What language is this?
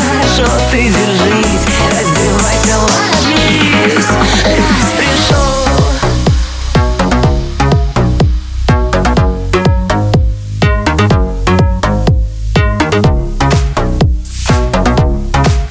Russian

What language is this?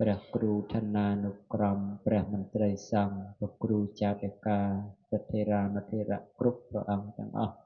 Khmer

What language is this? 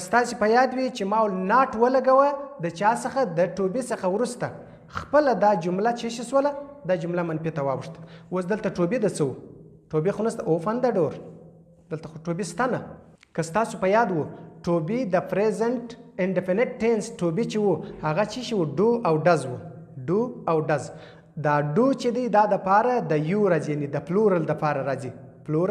Pashto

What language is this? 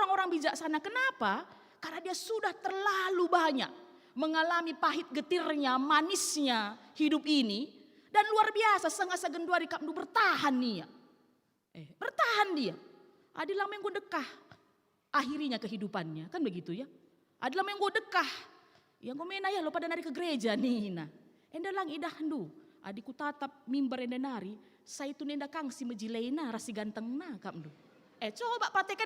Batak Karo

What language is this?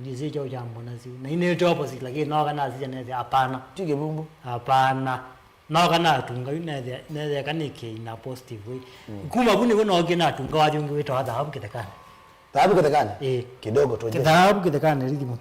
Kamba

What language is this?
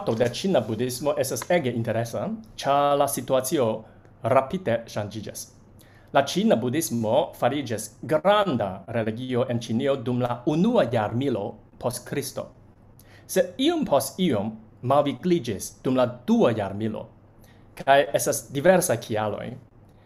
Esperanto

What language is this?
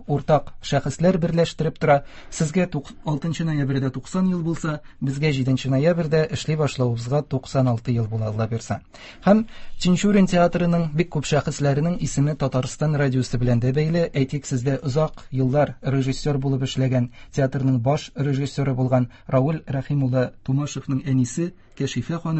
Tatar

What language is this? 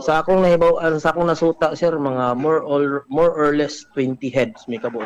Cebuano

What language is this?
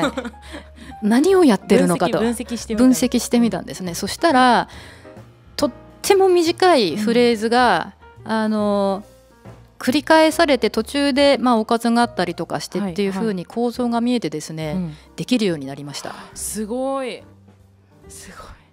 Japanese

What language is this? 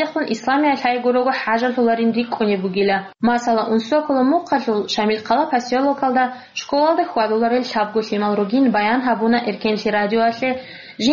Avaric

